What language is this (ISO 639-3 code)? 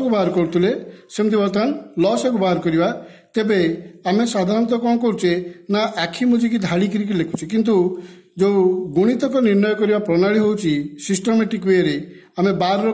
ori